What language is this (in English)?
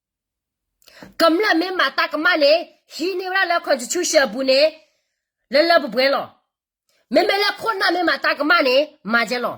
S'gaw Karen